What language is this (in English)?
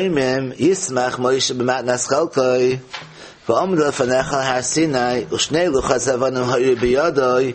Yiddish